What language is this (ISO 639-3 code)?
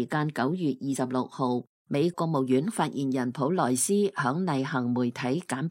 yue